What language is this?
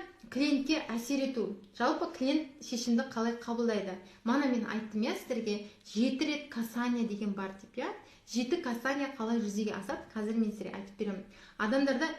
Kazakh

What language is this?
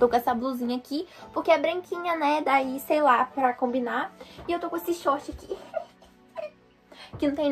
Portuguese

